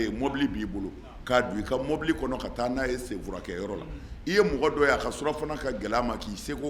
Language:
Bambara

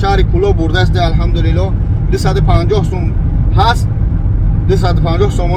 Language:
Tajik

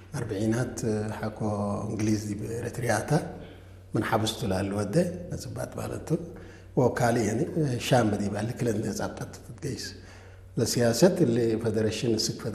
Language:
Tigrinya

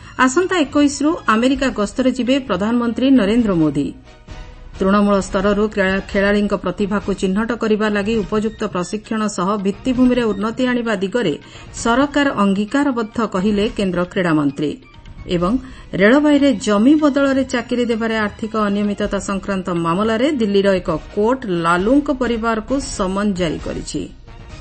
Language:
Odia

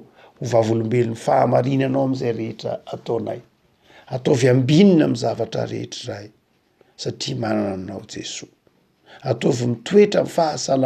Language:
Malagasy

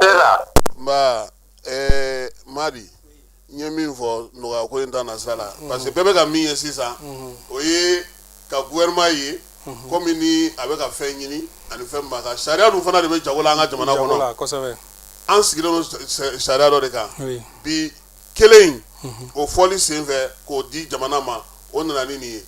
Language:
Bambara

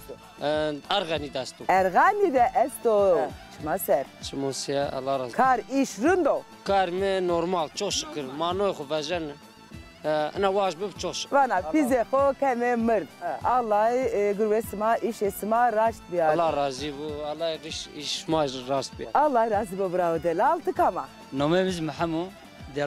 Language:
Zaza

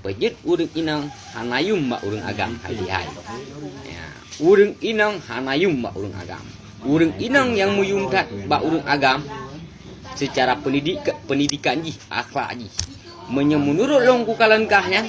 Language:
Achinese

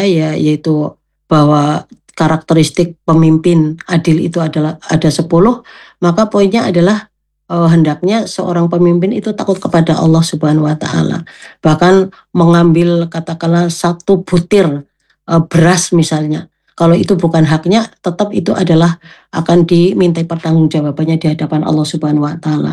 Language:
Indonesian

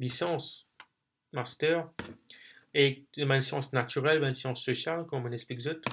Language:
Morisyen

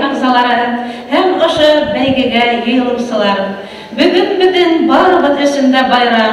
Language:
Bashkir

